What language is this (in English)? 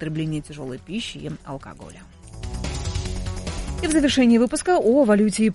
Russian